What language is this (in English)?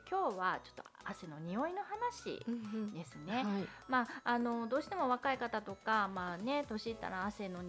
Japanese